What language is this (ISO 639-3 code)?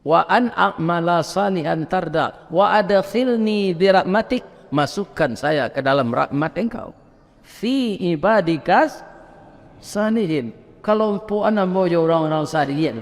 min